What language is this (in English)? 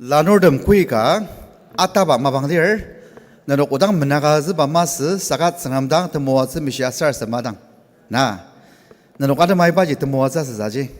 Ao Naga